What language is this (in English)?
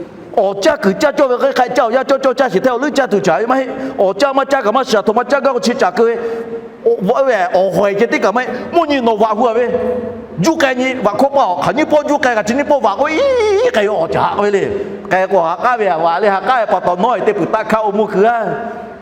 Lahu